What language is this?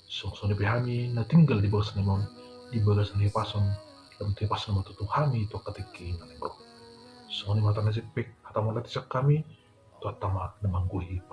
Batak Toba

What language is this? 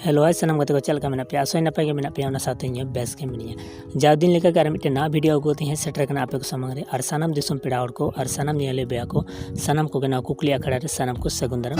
Santali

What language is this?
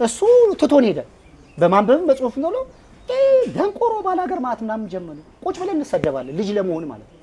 Amharic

